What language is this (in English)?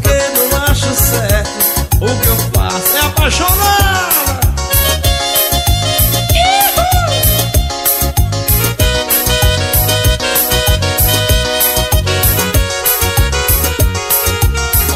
Portuguese